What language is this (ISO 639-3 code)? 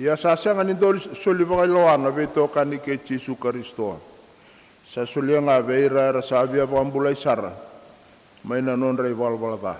fij